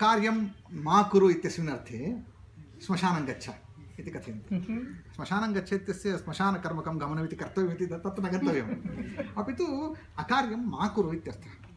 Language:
Sanskrit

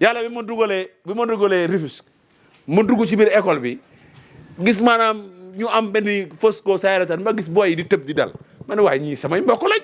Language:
Wolof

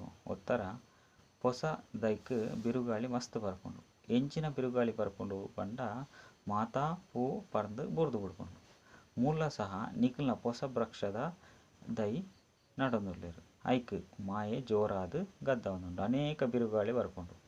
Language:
Tulu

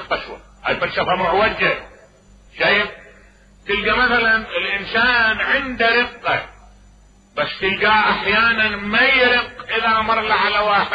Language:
Mesopotamian Arabic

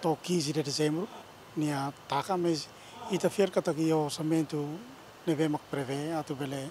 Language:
Tetum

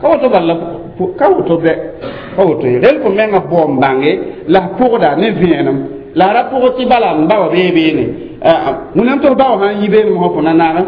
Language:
Mossi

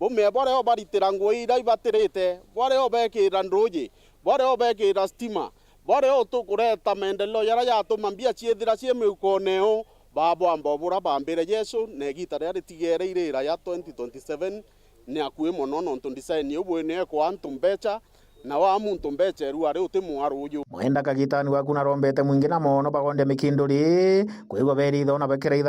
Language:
Meru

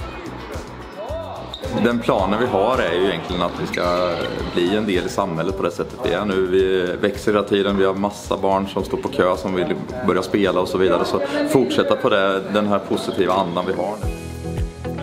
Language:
Swedish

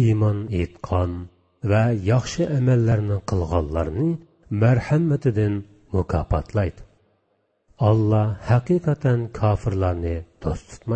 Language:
Uyghur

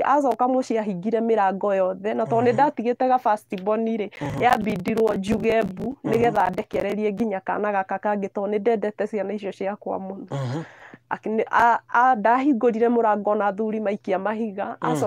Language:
Kikuyu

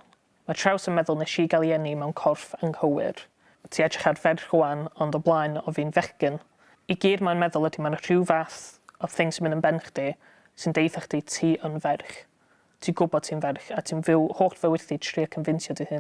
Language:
Welsh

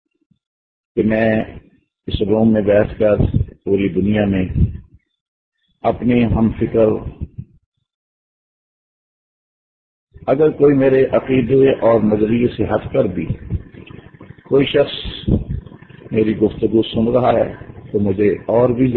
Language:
Urdu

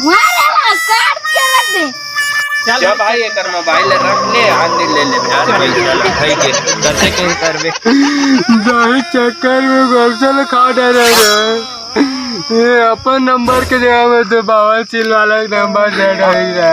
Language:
Chhattisgarhi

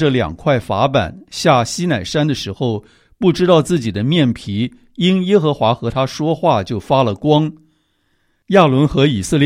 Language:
Chinese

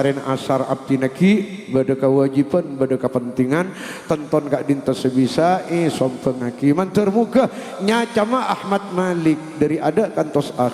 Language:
Madurese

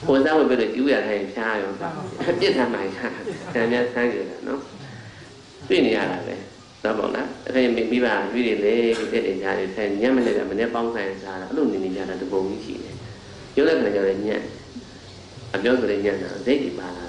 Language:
Burmese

